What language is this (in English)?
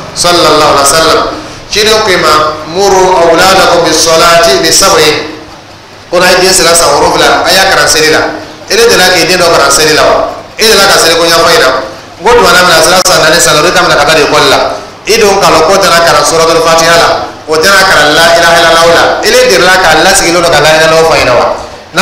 Dyula